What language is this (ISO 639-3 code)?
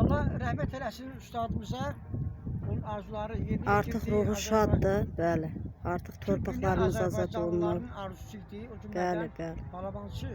aze